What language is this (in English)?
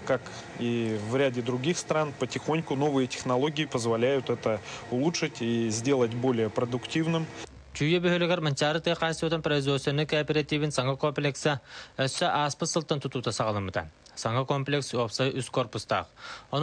Yakut